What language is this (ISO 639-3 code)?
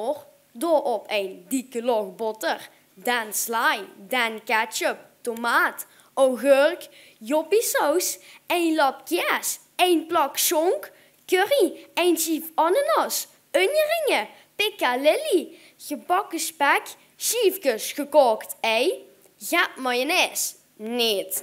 lim